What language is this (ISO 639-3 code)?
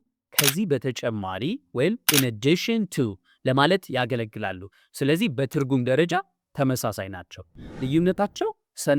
amh